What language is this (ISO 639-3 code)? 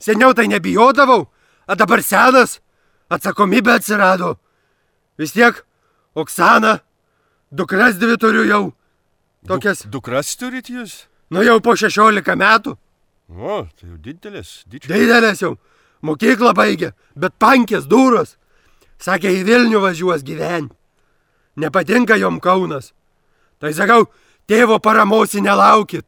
lit